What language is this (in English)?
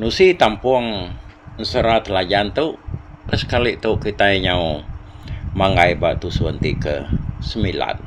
Iban